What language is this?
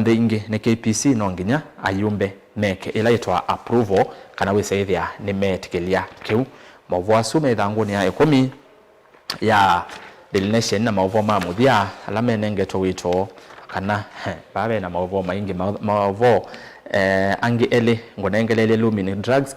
Kamba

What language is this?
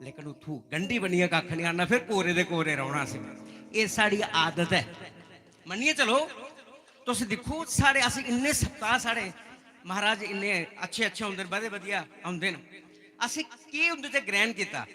Dogri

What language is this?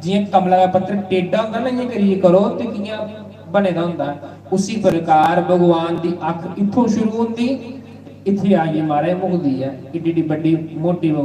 Dogri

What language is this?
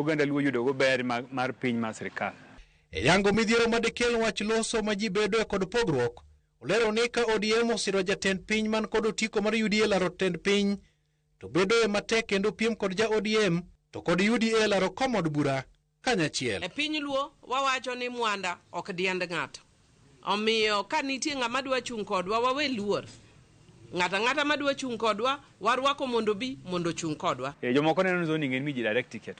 Luo (Kenya and Tanzania)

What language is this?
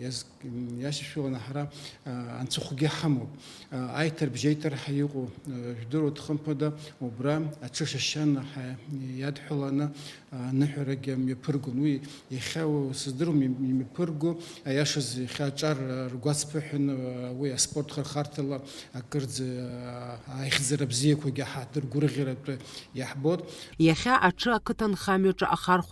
Abkhazian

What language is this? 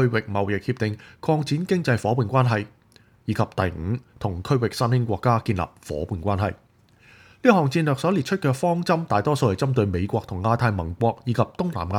Cantonese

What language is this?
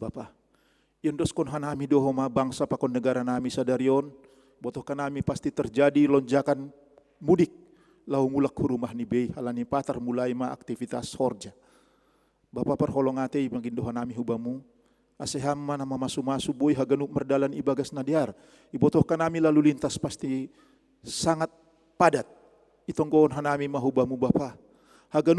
Batak Simalungun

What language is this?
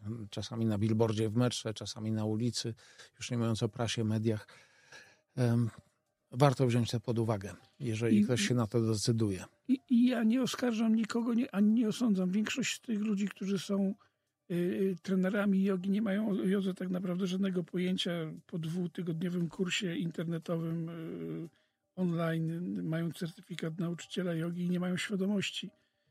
Polish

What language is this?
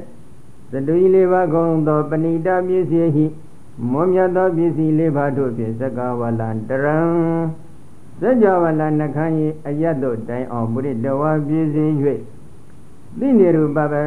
Burmese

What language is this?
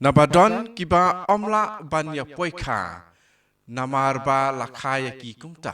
Khasi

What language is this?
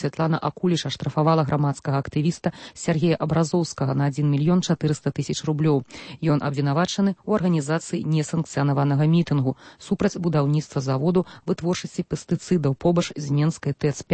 Belarusian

